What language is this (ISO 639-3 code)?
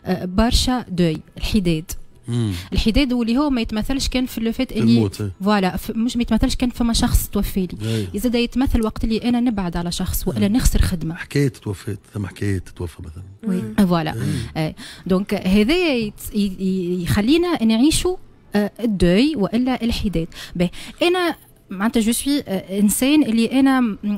aeb